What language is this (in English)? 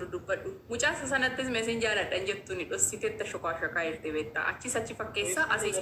Oromo